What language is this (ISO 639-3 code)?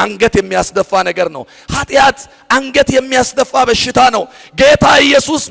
amh